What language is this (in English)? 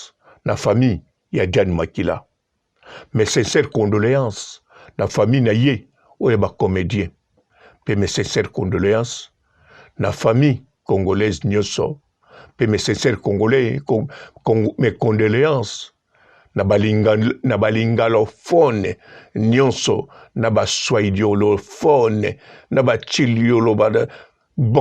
Lingala